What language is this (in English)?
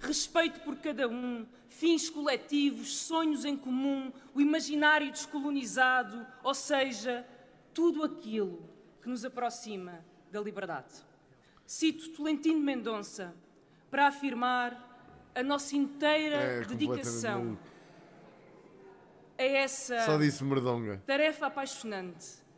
Portuguese